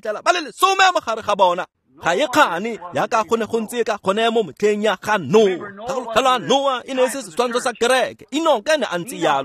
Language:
Tswana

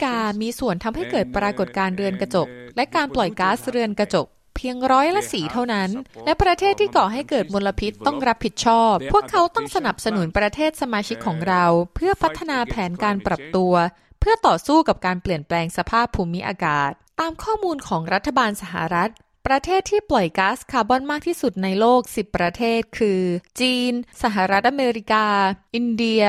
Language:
Thai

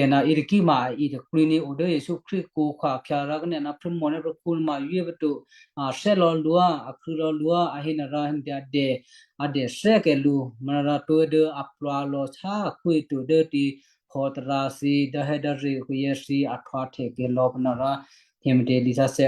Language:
Western Kayah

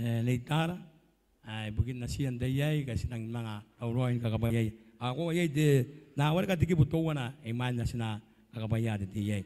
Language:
Gilbertese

